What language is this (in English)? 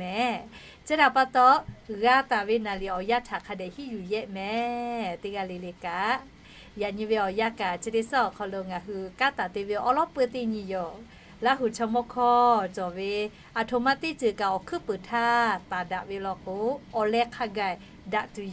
Lahu